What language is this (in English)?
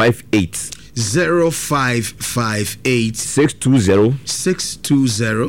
Akan